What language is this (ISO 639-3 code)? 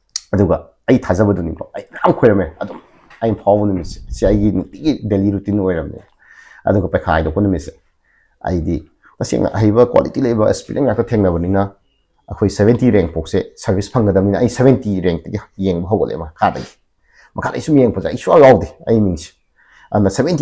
mni